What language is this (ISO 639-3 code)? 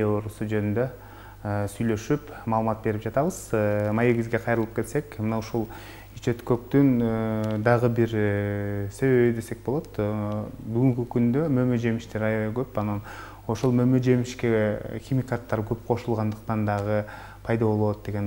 kir